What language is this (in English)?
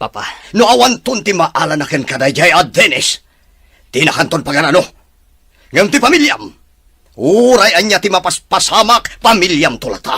Iloko